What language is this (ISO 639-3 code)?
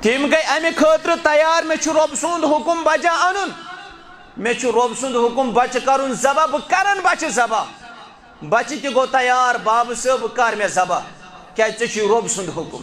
kas